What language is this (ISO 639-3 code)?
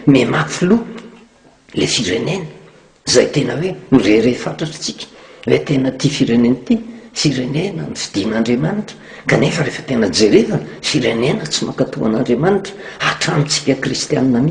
mlg